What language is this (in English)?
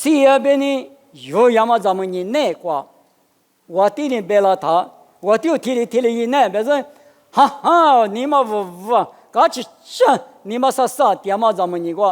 Lisu